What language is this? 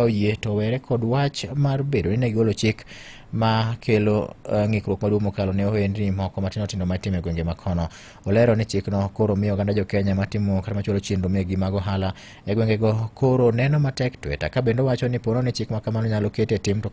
Luo (Kenya and Tanzania)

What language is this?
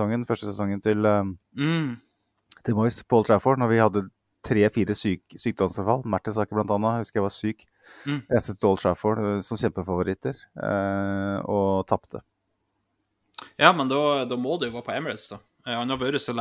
Norwegian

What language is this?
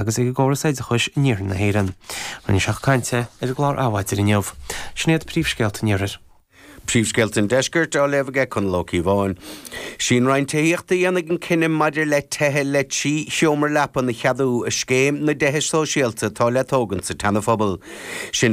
Irish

